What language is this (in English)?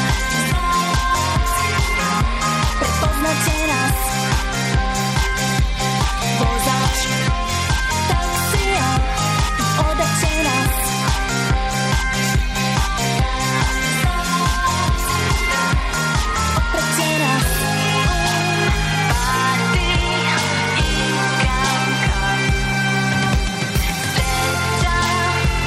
Serbian